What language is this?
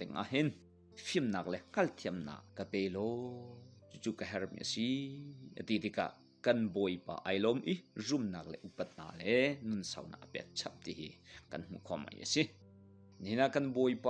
Hakha Chin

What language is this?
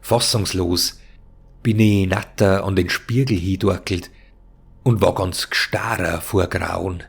Bavarian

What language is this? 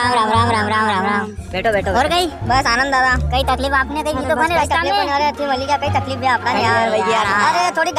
Rajasthani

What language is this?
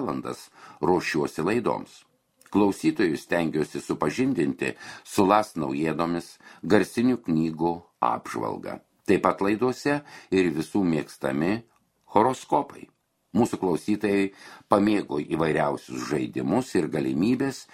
Lithuanian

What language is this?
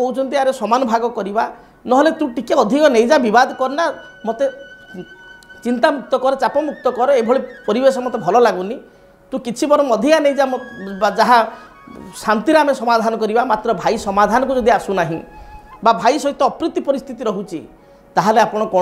Odia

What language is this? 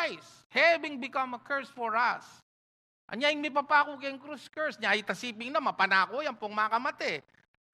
Pampanga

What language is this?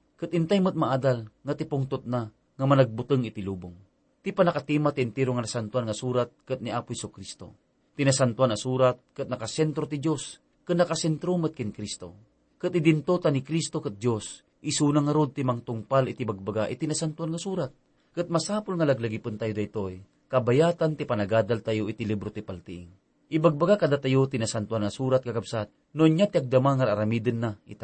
Iloko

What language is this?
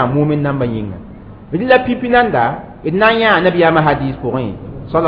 Mossi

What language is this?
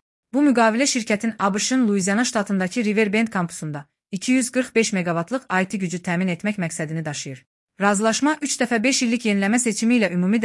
Azerbaijani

